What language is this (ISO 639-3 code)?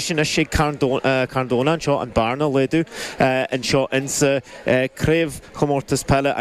gle